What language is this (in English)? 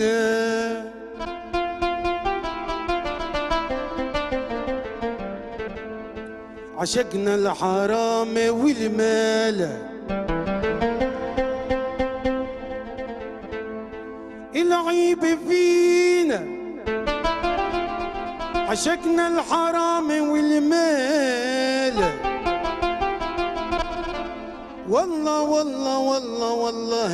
Tunisian Arabic